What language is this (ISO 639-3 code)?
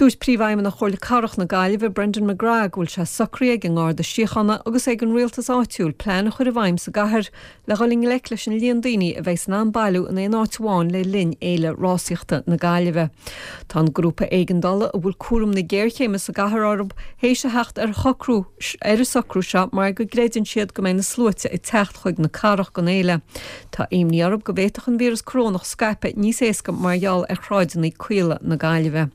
gle